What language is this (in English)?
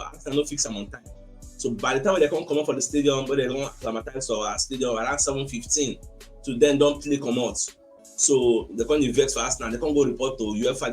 Nigerian Pidgin